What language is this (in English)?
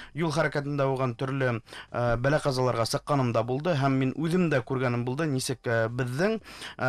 Bashkir